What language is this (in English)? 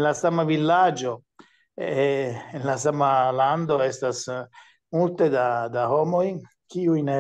Esperanto